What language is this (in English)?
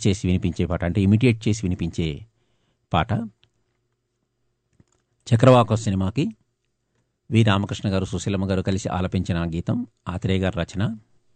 Telugu